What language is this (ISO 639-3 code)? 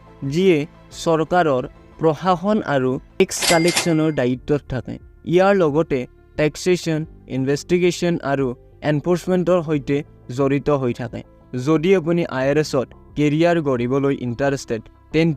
asm